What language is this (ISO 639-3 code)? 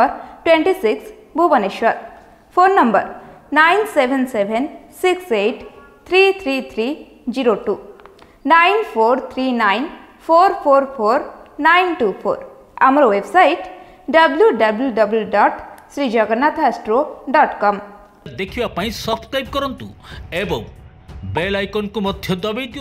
ori